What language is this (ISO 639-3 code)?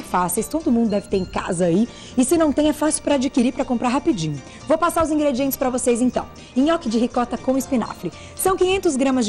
por